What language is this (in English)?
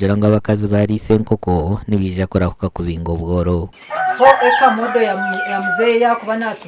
Nyankole